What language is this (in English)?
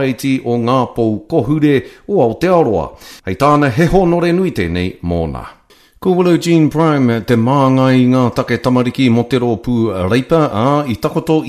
Māori